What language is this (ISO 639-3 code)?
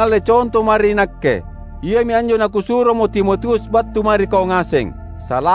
mak